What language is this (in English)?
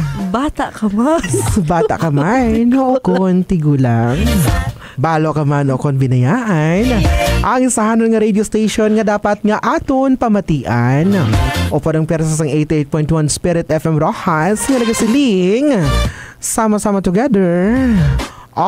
Hiligaynon